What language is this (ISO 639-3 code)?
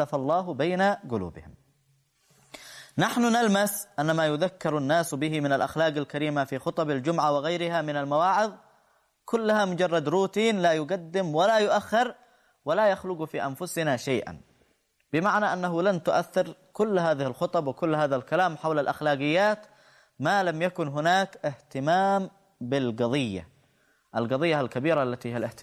ara